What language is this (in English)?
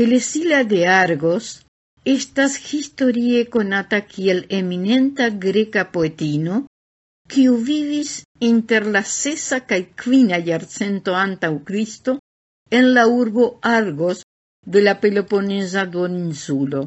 Esperanto